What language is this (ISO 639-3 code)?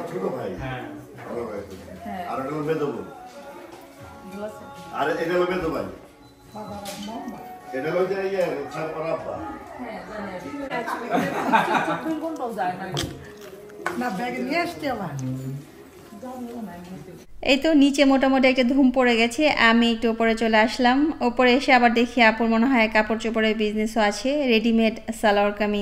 ben